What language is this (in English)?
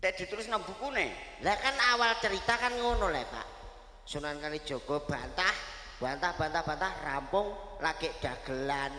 Javanese